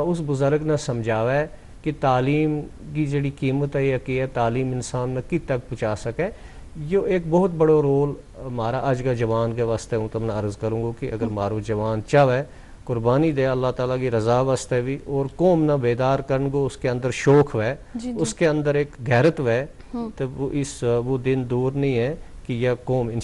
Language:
Gujari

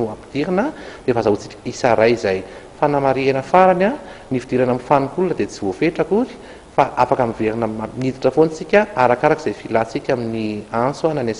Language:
Malagasy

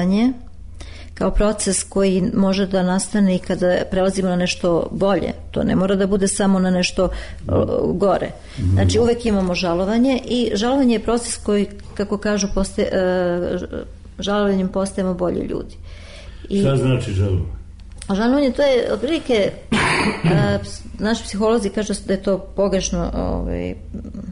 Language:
Serbian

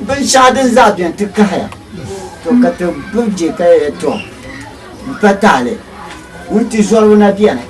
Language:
Dagbani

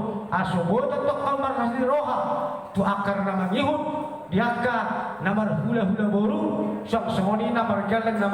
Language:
Batak Toba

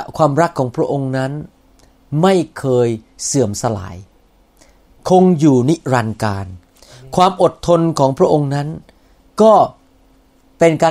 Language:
Thai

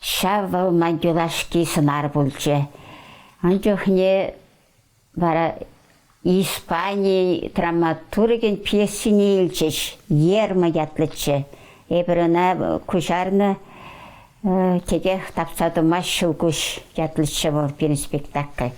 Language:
Chuvash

